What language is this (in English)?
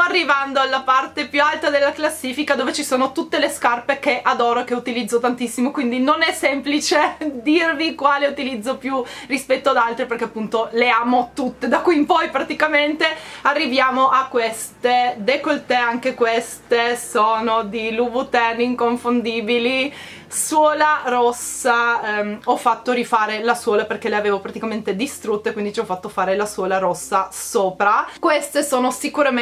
Italian